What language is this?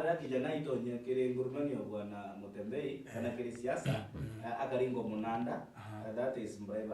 Meru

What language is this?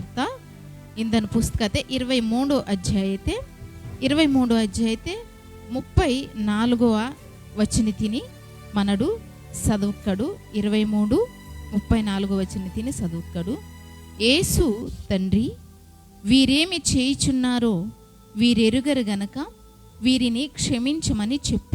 Koya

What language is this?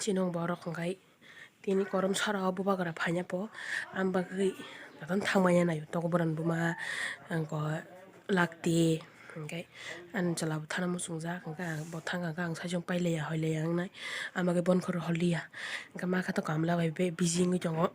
Kok Borok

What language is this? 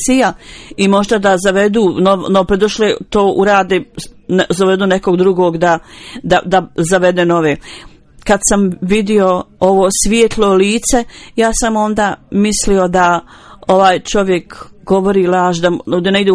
Bosnian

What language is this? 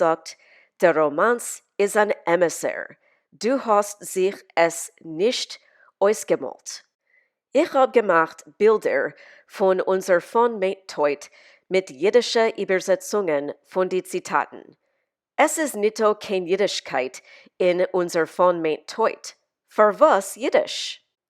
Yiddish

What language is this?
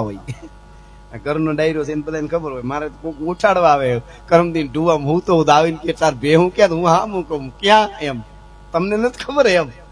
Gujarati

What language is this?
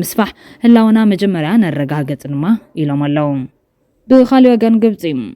Tigrinya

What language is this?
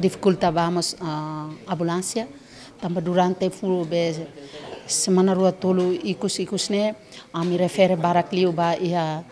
Tetum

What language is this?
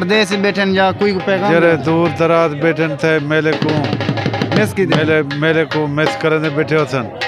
Saraiki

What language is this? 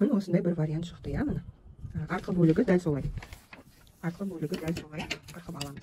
Kazakh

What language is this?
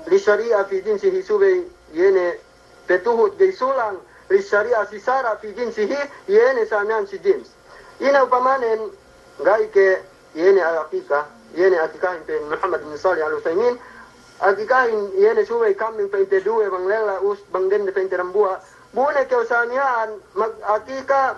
Yakan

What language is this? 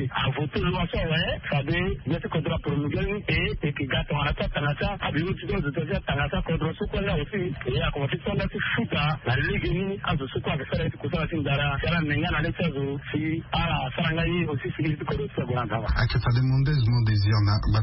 Sango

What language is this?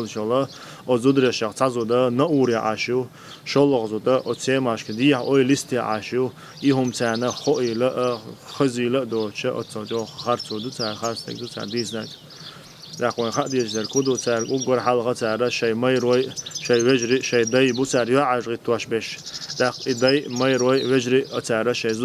Chechen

